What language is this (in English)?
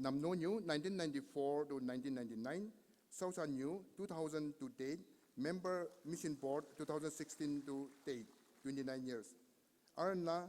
Konyak Naga